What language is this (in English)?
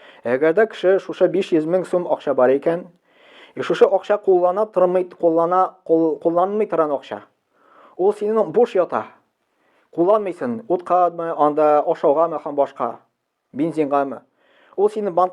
Tatar